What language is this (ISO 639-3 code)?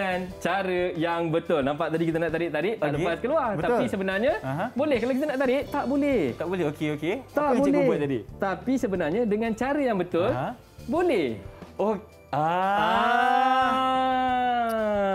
msa